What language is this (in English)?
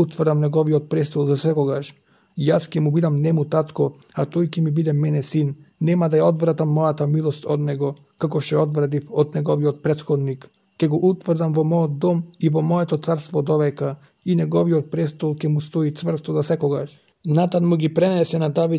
Macedonian